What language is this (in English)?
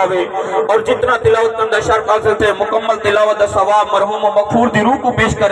Saraiki